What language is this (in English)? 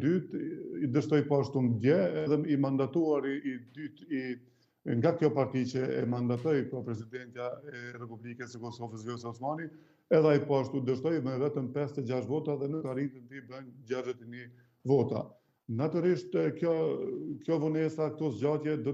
Albanian